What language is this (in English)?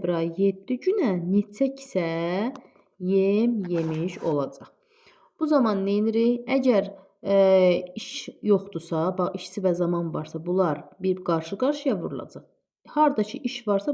Azerbaijani